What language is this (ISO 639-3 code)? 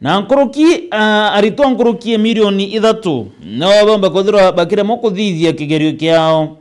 mer